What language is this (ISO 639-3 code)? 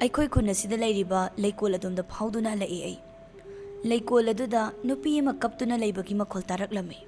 mni